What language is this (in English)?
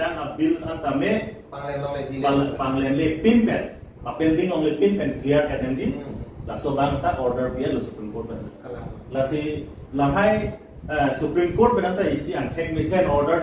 Karbi